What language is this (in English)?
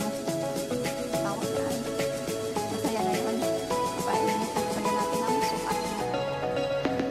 Filipino